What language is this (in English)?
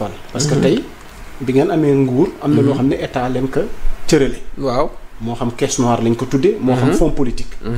Wolof